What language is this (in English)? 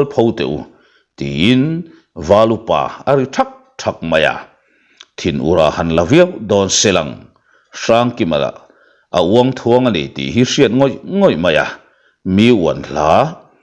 Mizo